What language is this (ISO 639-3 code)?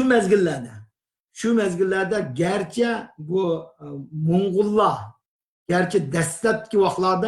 uig